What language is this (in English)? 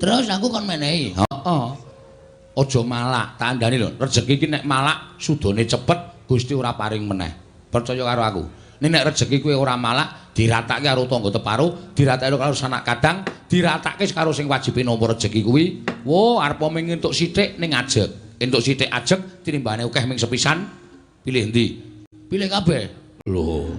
Javanese